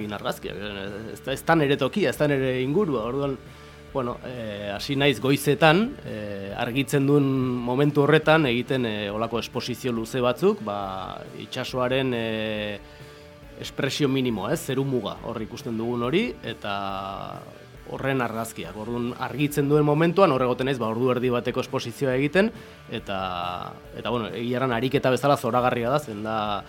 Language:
Basque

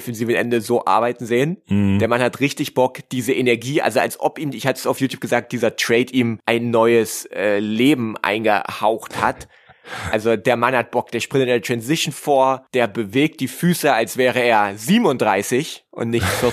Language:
German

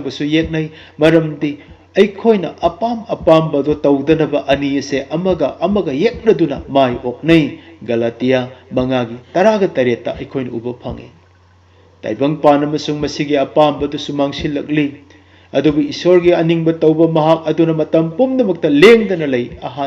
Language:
Manipuri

